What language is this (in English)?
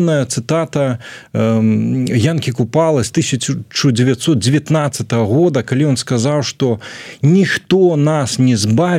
Belarusian